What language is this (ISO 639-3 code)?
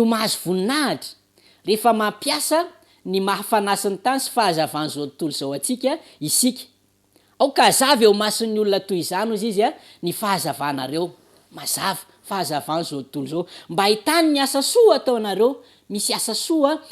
mlg